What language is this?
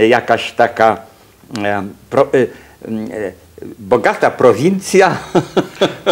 Polish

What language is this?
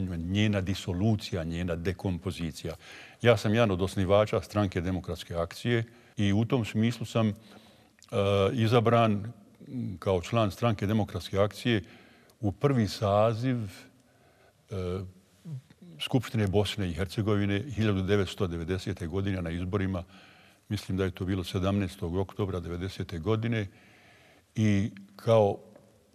Bosnian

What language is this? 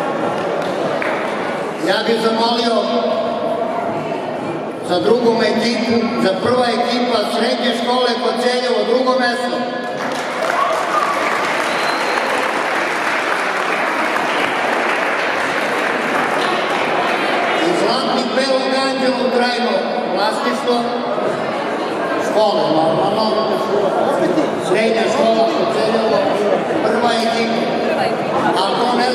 Serbian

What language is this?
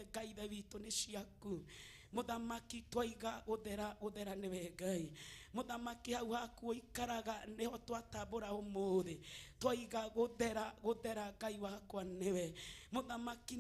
Kikuyu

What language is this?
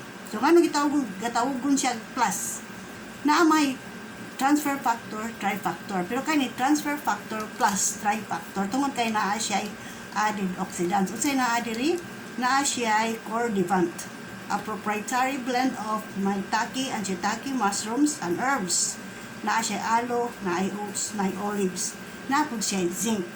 Cebuano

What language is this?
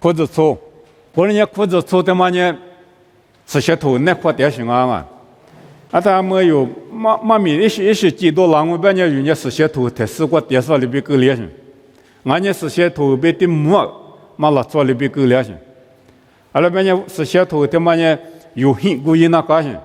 Lisu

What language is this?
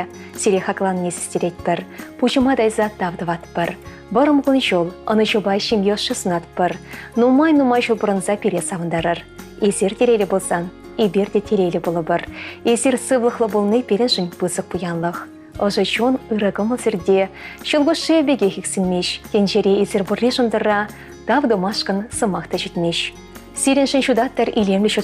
Chuvash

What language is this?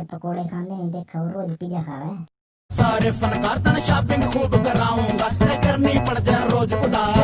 Haryanvi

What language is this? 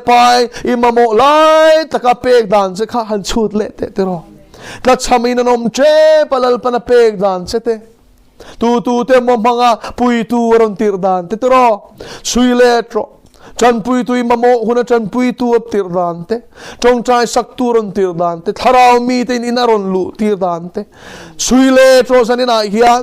Mizo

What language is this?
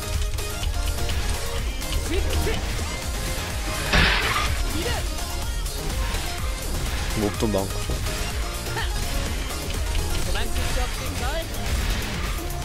Korean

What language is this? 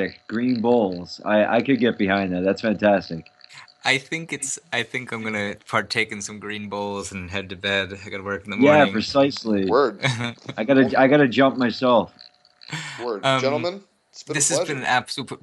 English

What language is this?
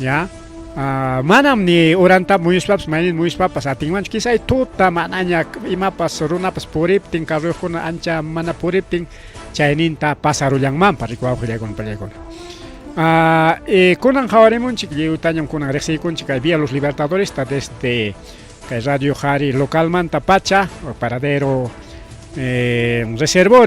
Ayacucho Quechua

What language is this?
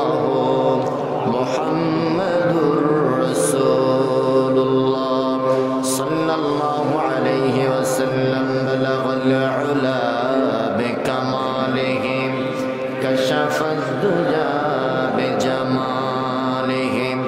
Bangla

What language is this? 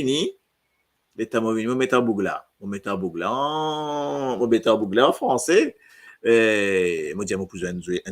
Morisyen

